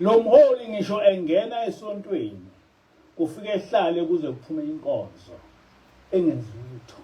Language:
Zulu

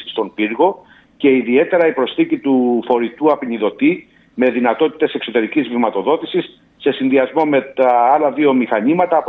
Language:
Greek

